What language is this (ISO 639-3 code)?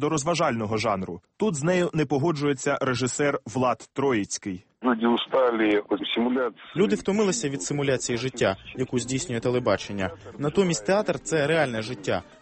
ukr